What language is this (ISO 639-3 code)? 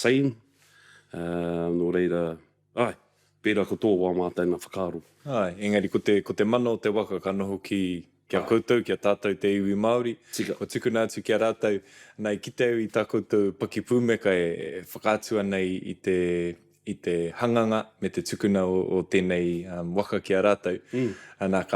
mri